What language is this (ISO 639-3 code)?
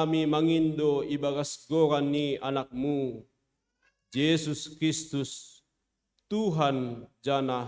bts